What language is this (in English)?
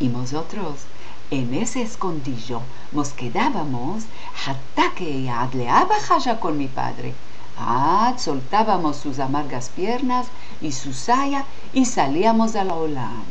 Ladino